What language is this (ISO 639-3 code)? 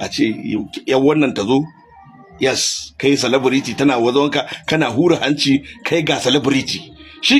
hau